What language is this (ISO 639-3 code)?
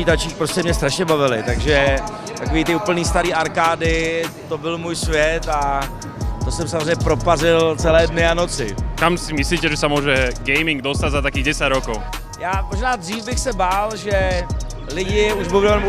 ces